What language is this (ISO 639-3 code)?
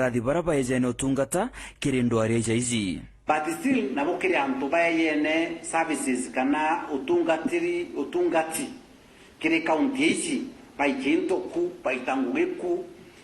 mer